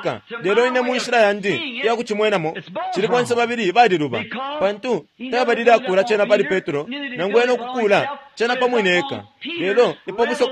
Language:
Bemba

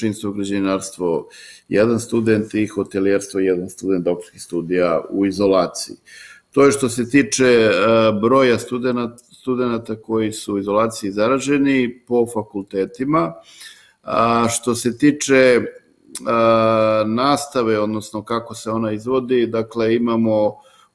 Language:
Serbian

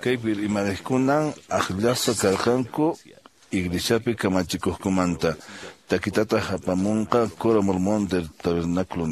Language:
Quechua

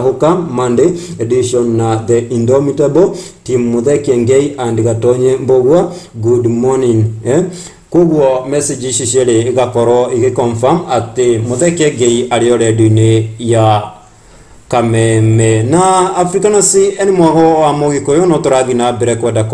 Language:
Kikuyu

